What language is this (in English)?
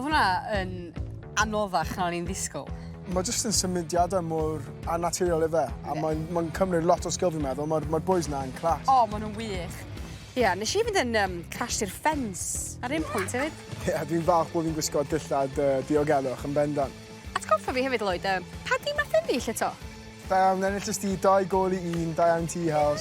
Welsh